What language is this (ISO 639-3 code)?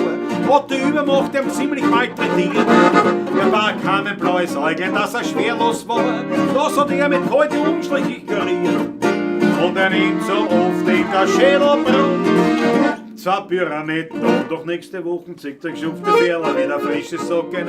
bar